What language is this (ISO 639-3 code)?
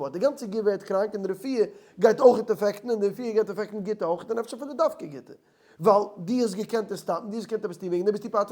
yid